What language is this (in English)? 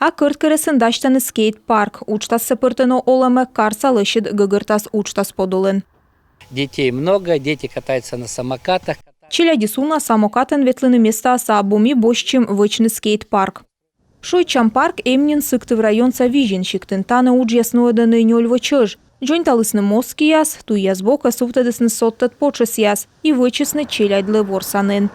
Komi